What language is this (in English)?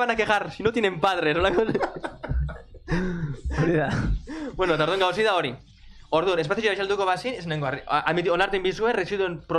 Basque